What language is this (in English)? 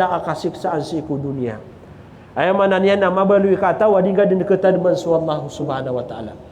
Maranao